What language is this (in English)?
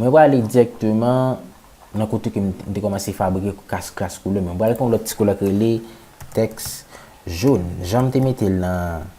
Haitian Creole